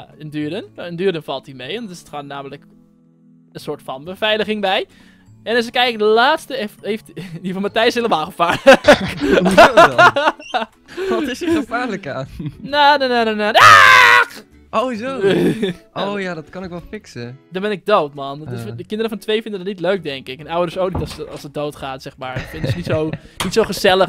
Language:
Dutch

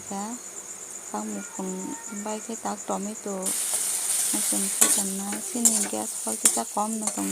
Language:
Kok Borok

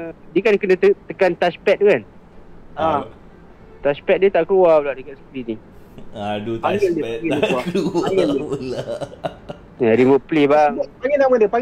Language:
Malay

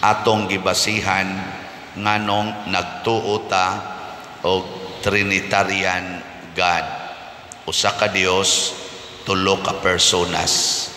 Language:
Cebuano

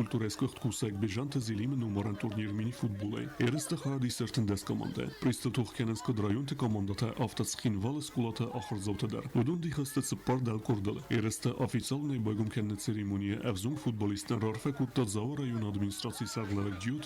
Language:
Ossetic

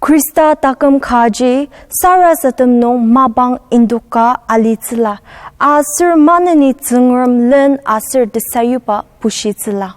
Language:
Ao Naga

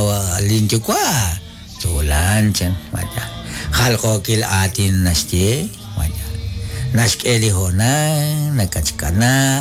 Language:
Kekchí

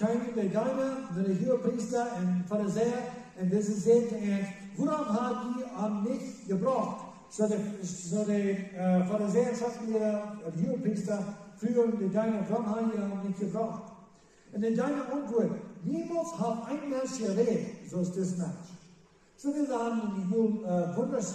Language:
Plautdietsch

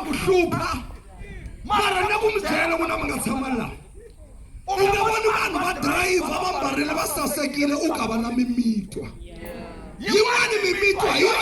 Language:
Tsonga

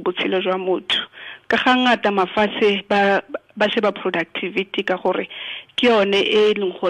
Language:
Tswana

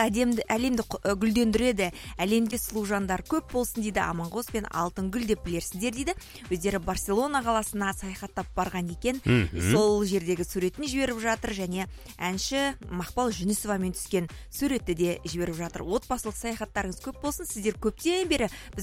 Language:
Kazakh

